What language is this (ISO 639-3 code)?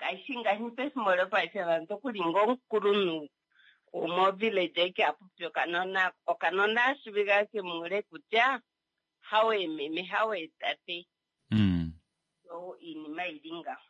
kua